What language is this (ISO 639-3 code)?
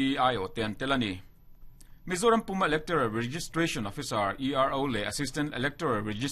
lus